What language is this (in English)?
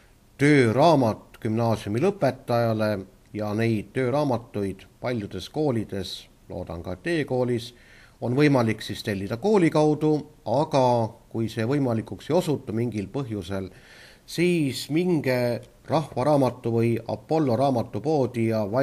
Estonian